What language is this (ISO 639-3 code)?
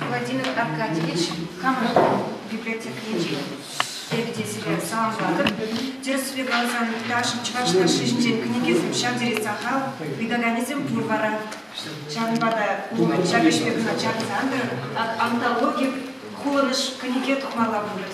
chv